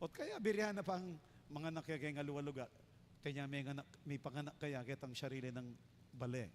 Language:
Pampanga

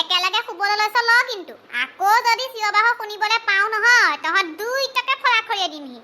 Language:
Assamese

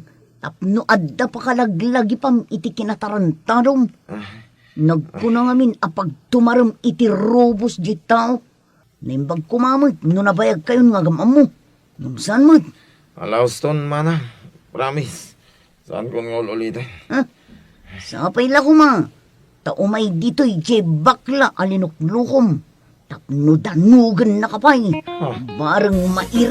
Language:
Iloko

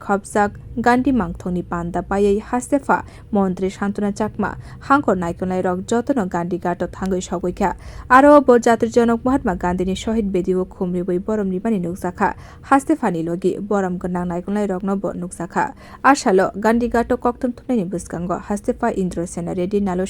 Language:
Kok Borok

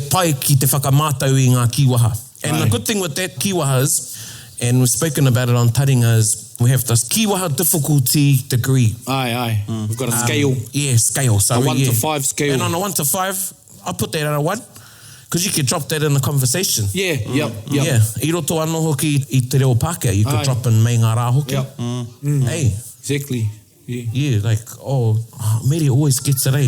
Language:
Māori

